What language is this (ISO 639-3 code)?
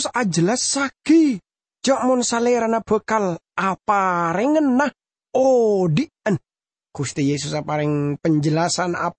mad